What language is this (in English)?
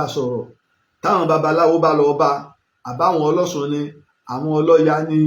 Yoruba